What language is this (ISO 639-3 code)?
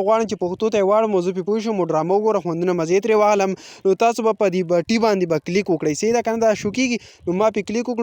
pus